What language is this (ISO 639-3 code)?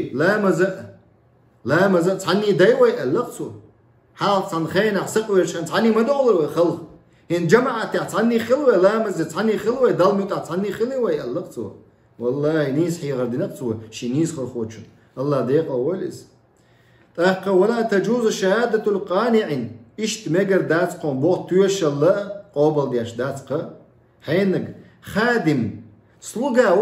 che